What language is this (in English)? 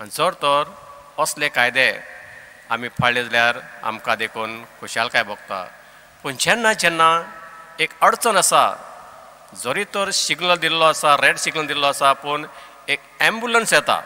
Konkani